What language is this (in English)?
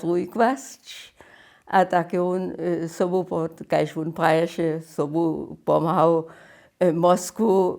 Upper Sorbian